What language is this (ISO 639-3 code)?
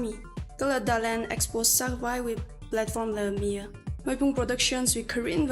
nmf